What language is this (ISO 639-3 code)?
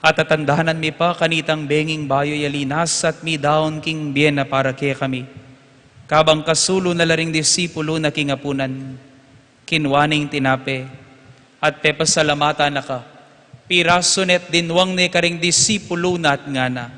pam